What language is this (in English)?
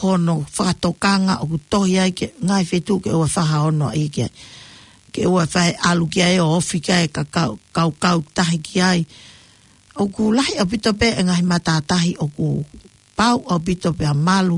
Tongan